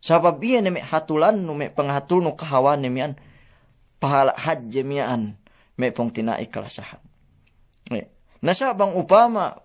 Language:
Yakan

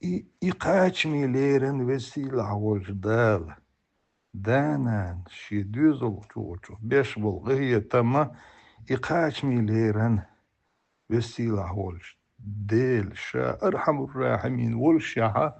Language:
Chechen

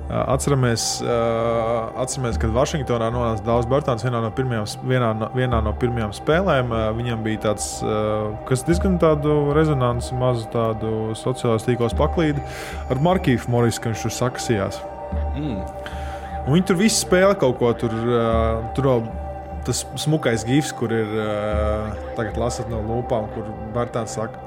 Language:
Latvian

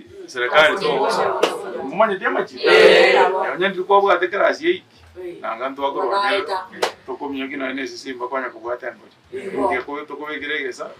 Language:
Gusii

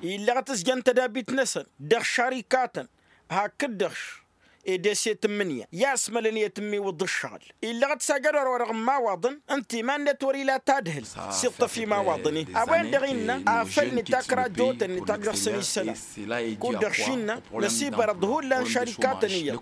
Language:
Tamasheq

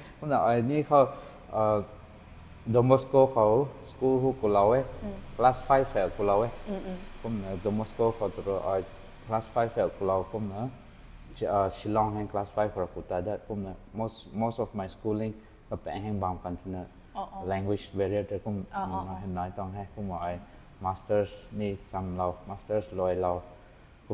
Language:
Rongmei Naga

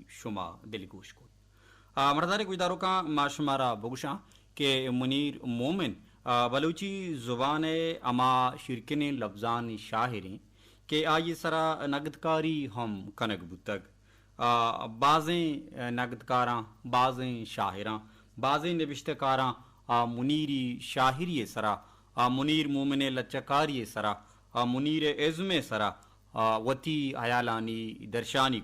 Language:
Baluchi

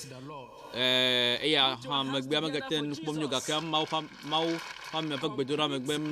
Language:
Ewe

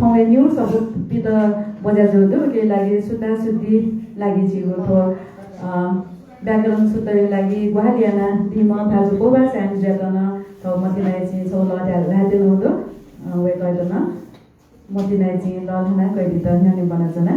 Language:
Newari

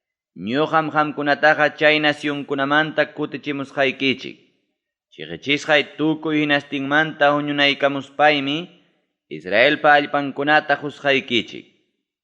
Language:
Ayacucho Quechua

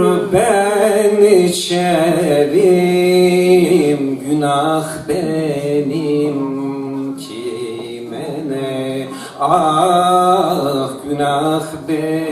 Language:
Zaza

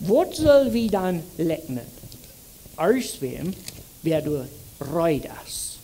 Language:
Plautdietsch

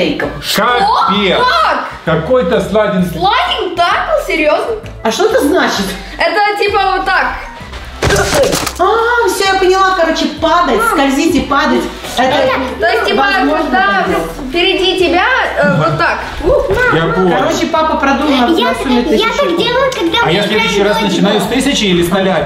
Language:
Russian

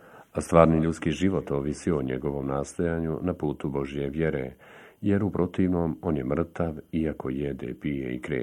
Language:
Bosnian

